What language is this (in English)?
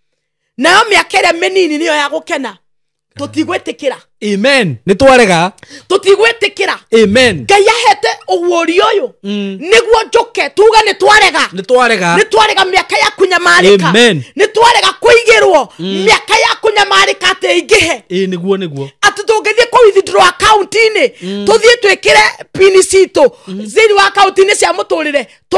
Kikuyu